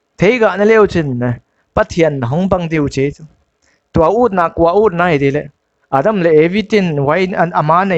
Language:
Paite Chin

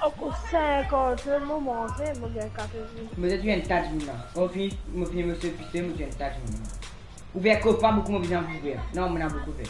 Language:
Morisyen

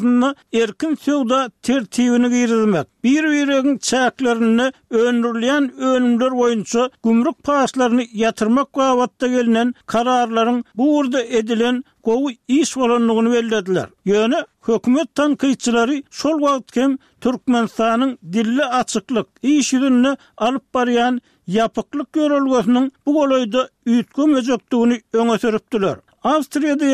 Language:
Turkmen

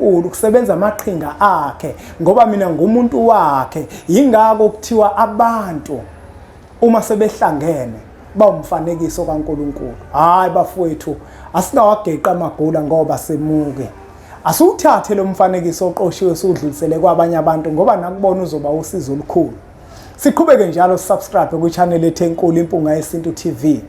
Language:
Zulu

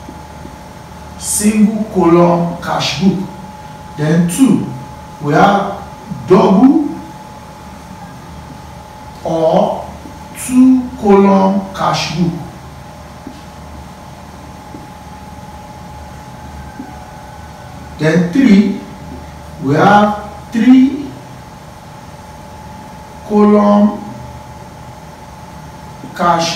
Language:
English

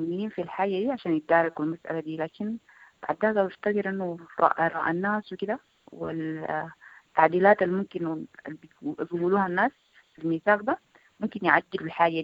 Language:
Sudanese Arabic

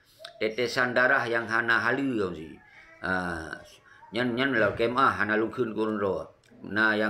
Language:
Achinese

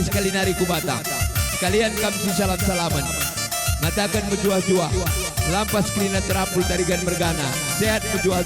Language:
Batak Karo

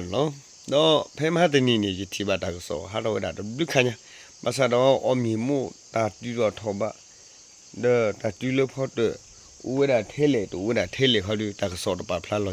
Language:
S'gaw Karen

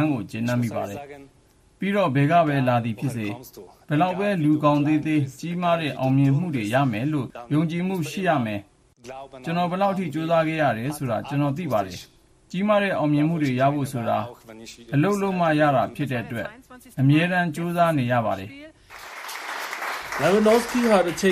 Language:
Burmese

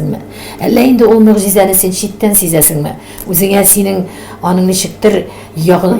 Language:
Tatar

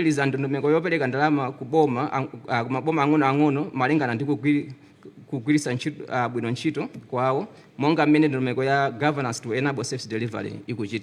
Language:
Nyanja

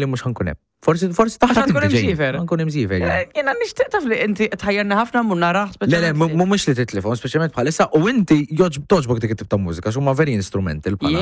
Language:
Maltese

